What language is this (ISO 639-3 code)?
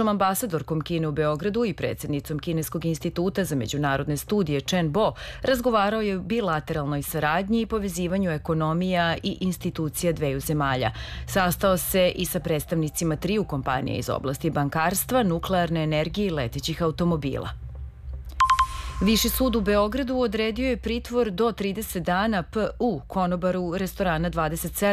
srp